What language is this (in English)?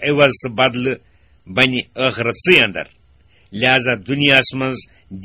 Kashmiri